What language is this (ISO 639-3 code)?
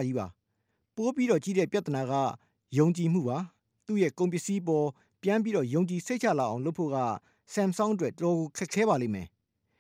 mya